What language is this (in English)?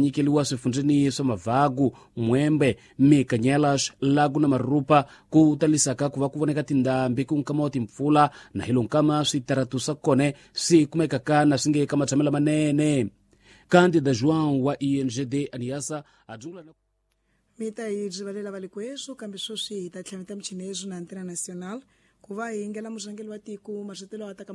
Tsonga